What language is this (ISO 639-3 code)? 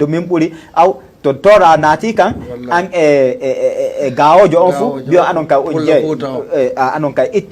ful